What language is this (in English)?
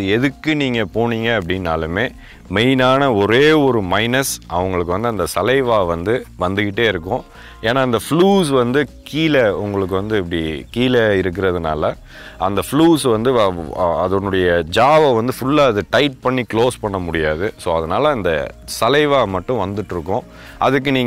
Tamil